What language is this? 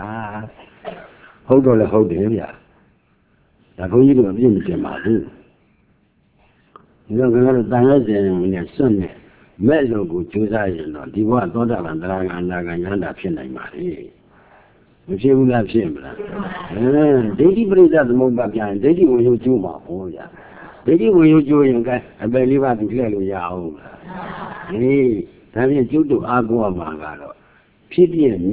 Burmese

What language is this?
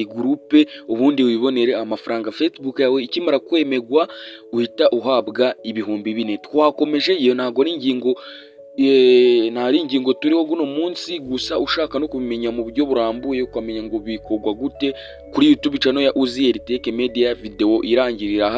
Kinyarwanda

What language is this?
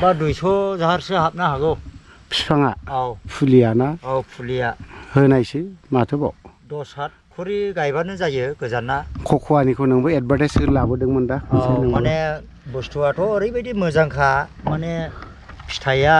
Bodo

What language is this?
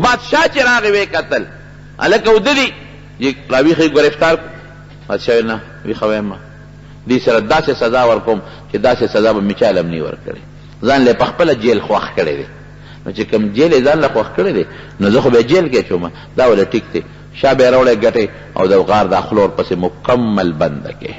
Pashto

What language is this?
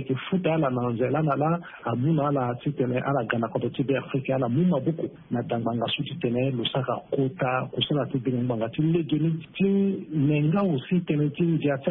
Sango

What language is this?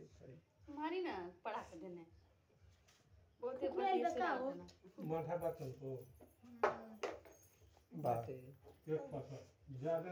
Bhojpuri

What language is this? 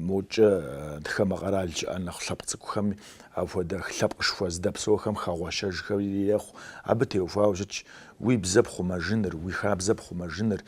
Kabardian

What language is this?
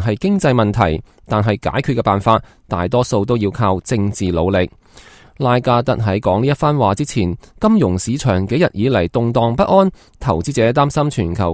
Cantonese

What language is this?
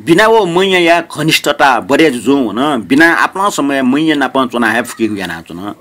Newari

